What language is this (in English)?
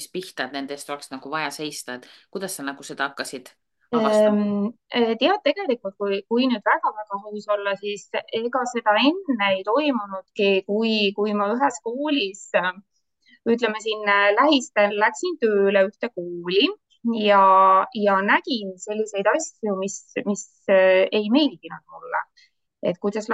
Estonian